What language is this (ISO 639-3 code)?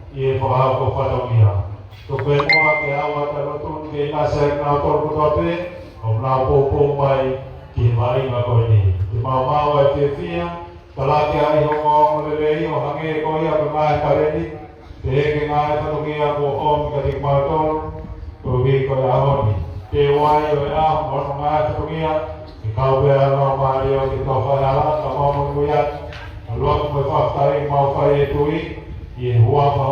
ton